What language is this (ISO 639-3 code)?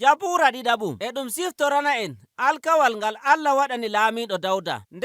fuv